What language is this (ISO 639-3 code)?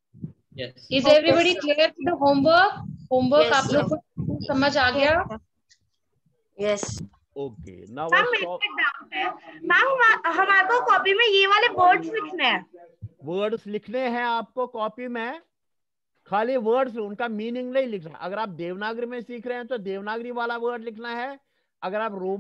hin